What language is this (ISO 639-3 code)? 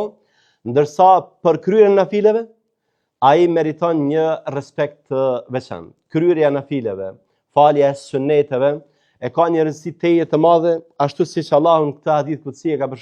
sqi